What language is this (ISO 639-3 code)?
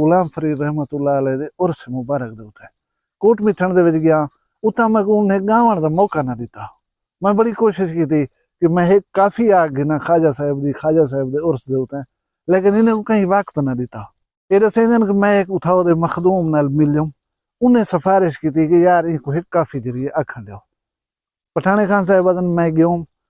skr